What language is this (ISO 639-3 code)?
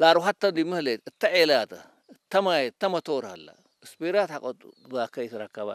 tig